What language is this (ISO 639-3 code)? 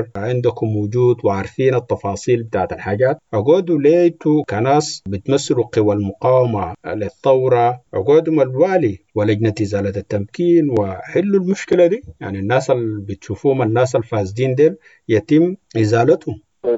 apd